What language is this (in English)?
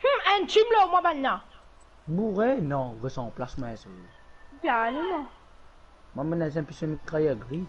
Morisyen